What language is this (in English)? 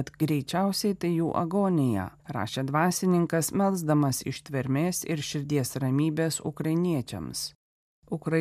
Lithuanian